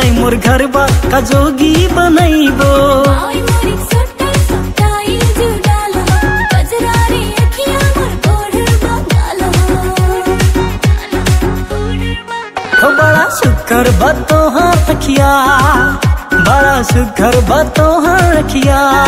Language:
Bhojpuri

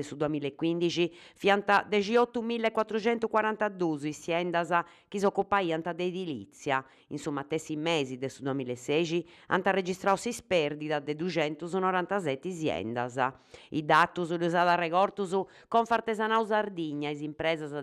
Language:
Sardinian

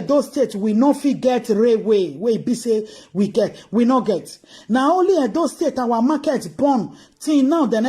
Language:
Nigerian Pidgin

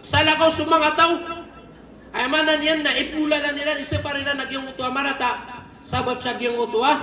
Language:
Maranao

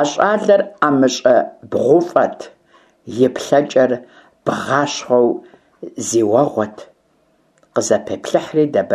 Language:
Kabardian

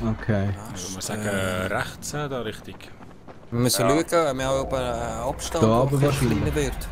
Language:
Swiss German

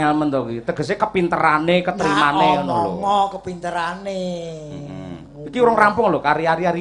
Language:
Javanese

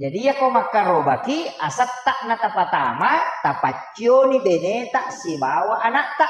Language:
Buginese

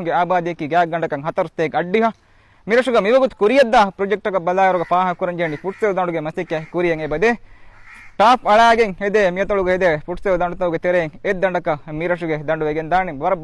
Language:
Divehi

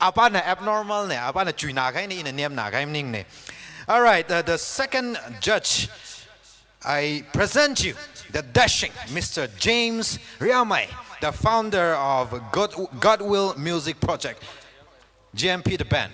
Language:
Tangkhul Naga (India)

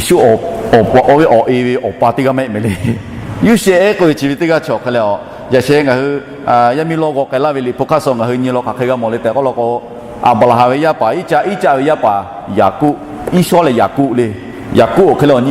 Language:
Lahu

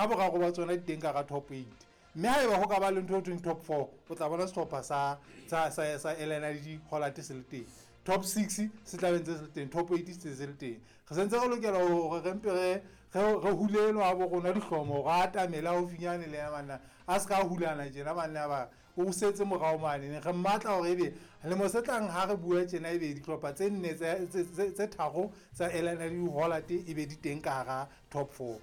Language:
Southern Sotho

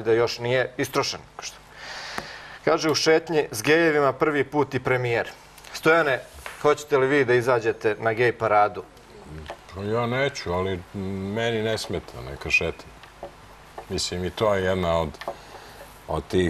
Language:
Serbian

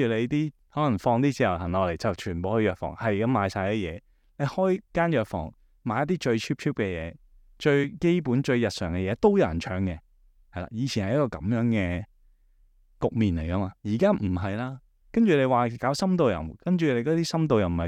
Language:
Cantonese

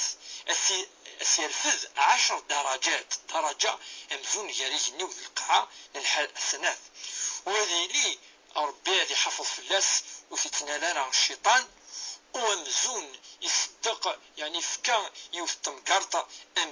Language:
Kabyle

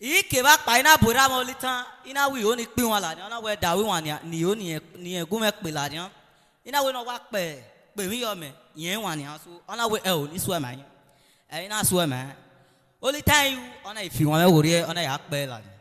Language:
Bini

